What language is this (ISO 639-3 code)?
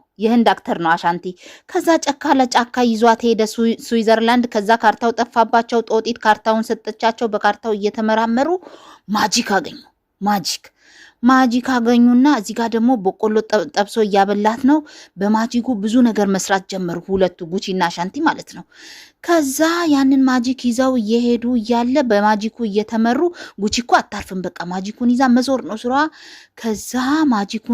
amh